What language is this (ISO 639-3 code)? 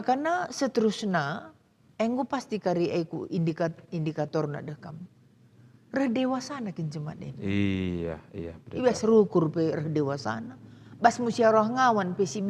btx